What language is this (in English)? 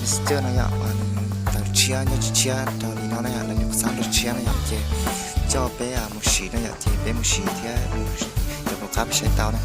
Hmong